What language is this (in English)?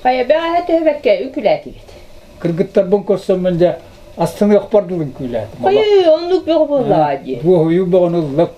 Yakut